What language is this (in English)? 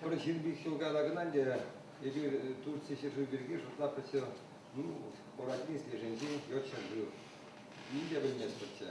Chuvash